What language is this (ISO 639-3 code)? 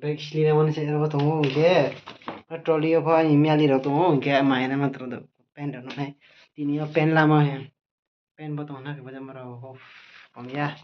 ria